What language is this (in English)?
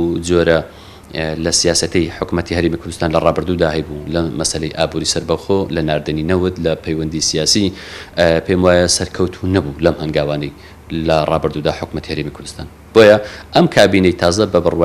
Central Kurdish